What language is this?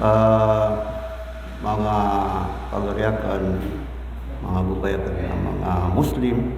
Maranao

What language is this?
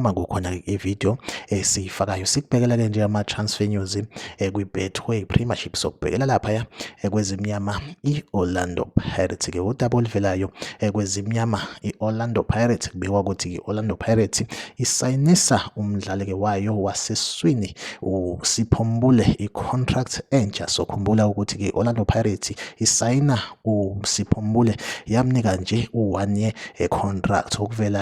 Zulu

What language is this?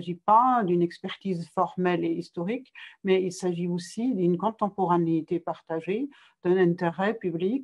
French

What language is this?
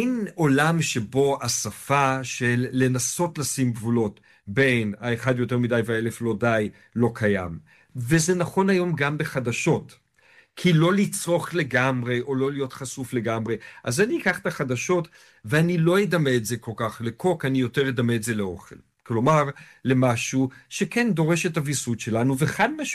Hebrew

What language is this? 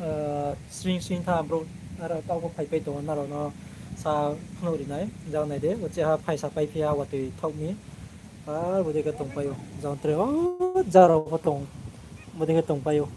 Riang (India)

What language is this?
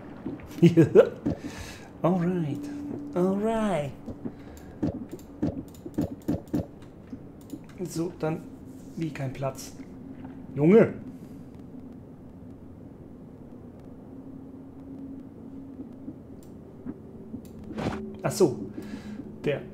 German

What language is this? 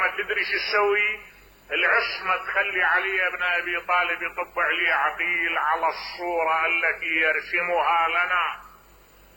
Mesopotamian Arabic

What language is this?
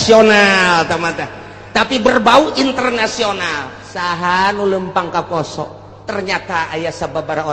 Sundanese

